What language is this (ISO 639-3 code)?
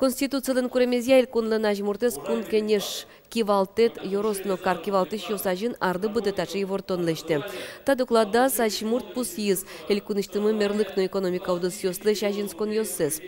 udm